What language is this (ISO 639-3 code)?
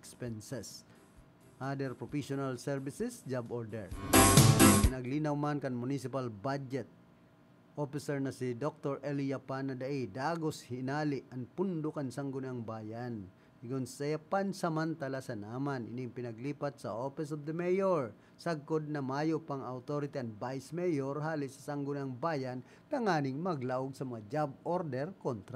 bik